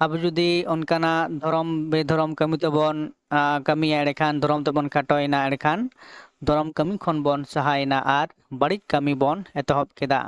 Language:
Santali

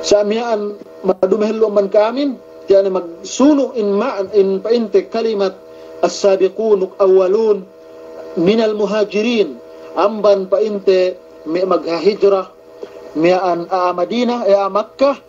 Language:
Yakan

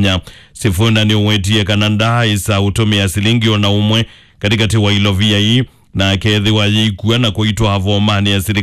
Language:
Kamba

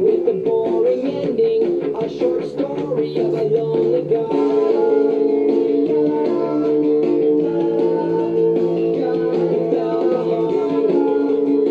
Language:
English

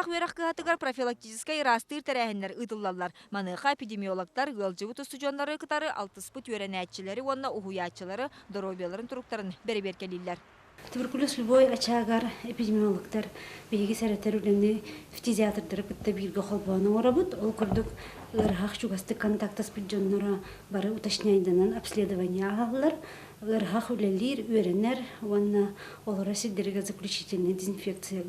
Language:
Yakut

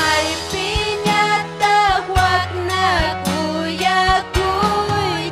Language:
Ayacucho Quechua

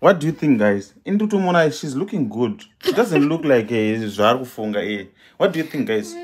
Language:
Shona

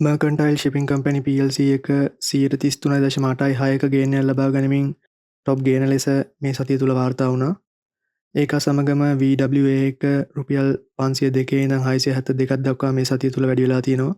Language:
Sinhala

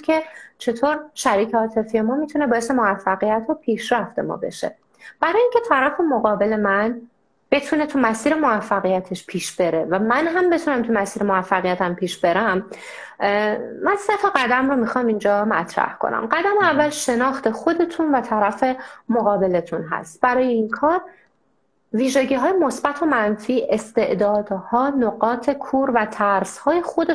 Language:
Persian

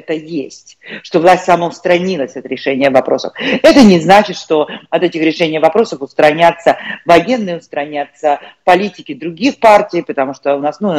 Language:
Russian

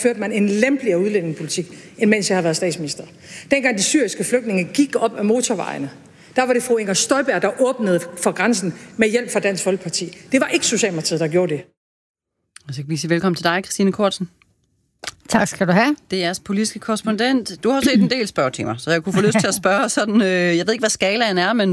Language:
Danish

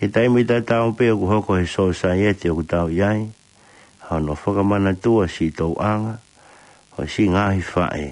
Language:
Tongan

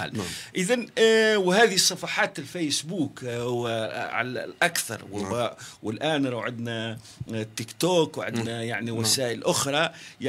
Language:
Algerian Arabic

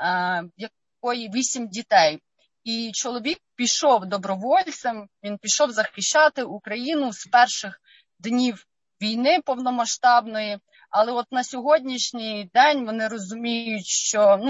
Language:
Ukrainian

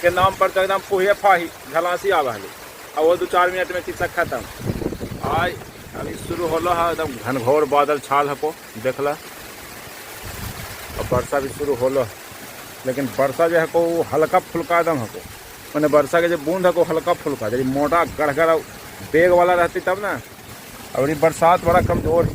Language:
Magahi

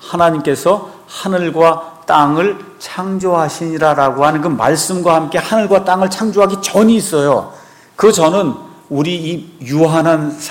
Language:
Korean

